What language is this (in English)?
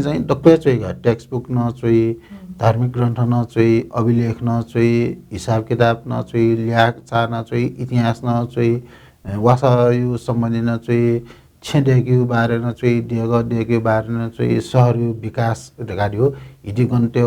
Newari